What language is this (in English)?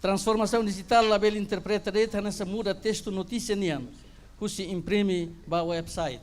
Tetum